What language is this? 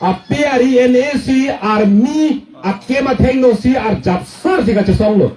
Karbi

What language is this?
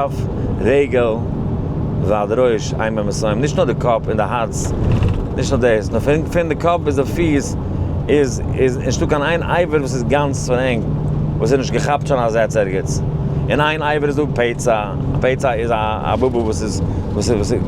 Yiddish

